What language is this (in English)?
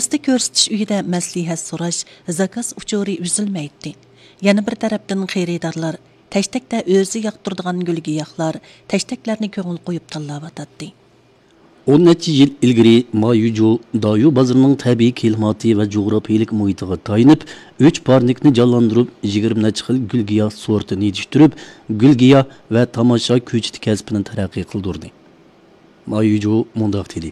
Uyghur